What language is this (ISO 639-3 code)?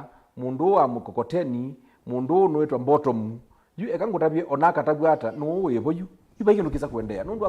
kam